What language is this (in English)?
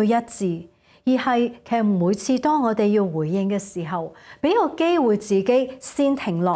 Cantonese